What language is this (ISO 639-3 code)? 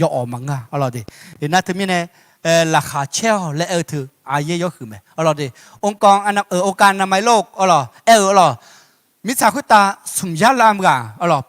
ahk